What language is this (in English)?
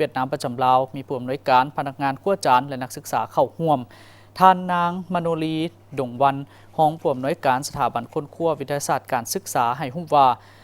Lao